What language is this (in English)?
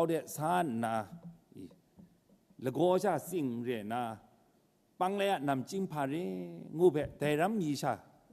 Kachin